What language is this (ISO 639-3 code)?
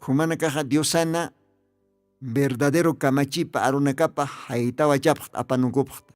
aym